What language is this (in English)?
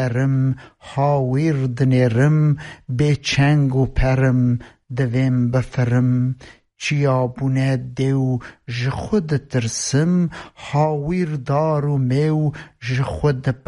Kurdish